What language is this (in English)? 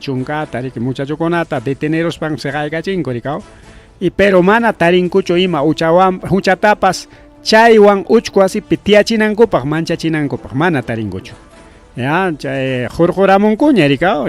Ayacucho Quechua